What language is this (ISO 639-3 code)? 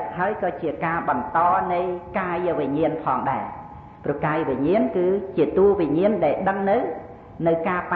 khm